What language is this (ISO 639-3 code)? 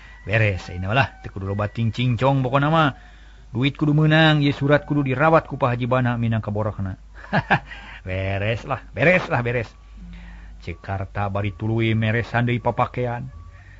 sun